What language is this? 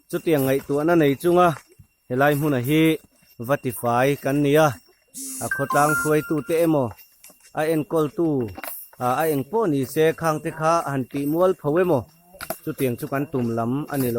Mizo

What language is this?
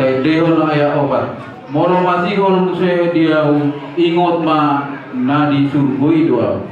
Batak Toba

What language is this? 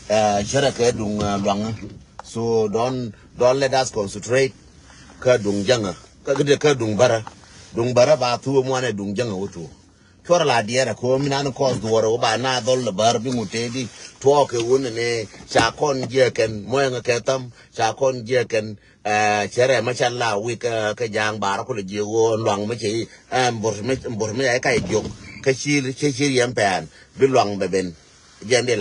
Nuer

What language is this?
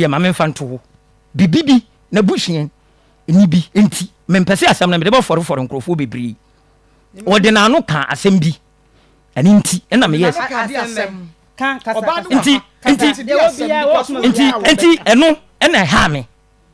Akan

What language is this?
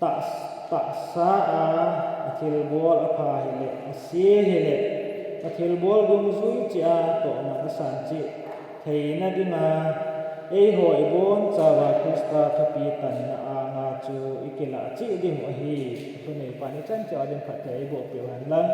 Thado Chin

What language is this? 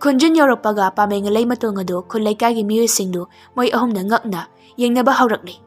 Manipuri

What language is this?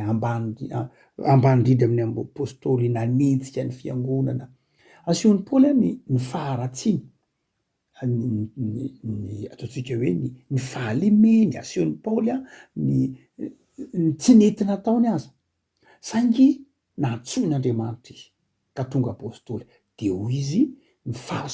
Malagasy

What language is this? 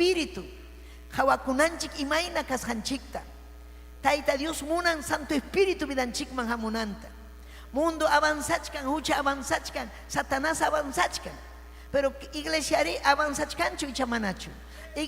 Ayacucho Quechua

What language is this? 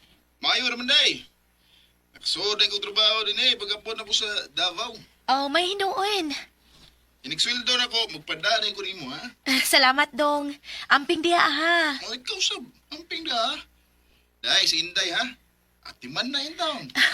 Cebuano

